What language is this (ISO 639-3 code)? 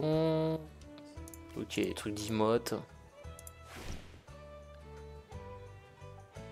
fra